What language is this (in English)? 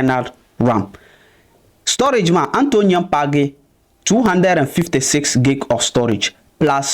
Dagbani